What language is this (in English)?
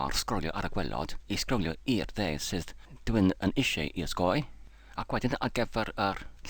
Welsh